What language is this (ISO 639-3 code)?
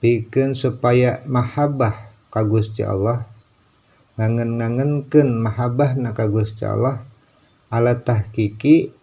sun